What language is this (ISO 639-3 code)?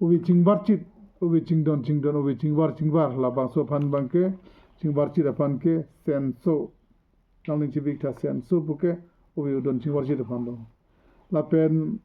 mjw